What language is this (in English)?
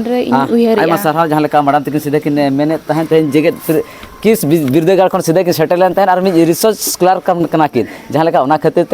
Santali